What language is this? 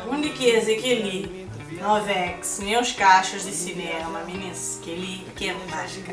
Kabuverdianu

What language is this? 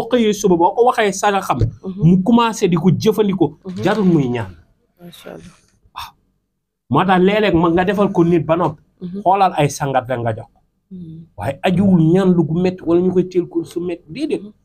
Wolof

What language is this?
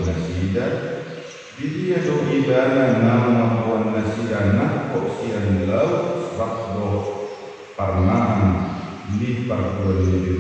Batak Toba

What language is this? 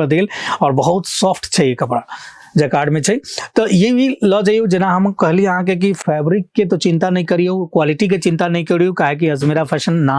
Maithili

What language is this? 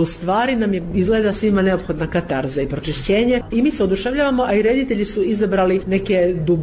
Serbian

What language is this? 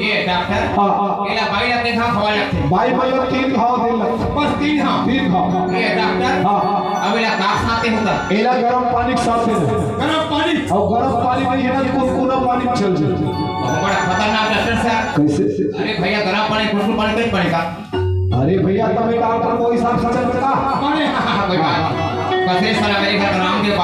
Chhattisgarhi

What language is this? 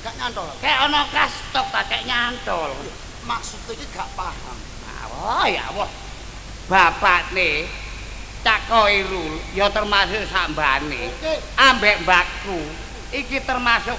Javanese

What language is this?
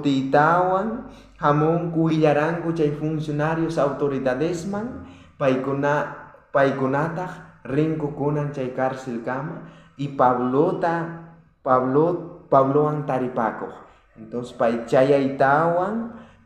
South Bolivian Quechua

